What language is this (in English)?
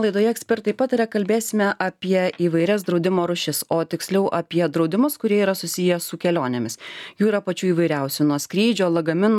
Lithuanian